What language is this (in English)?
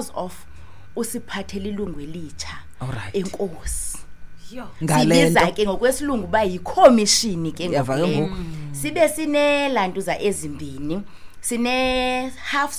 Xhosa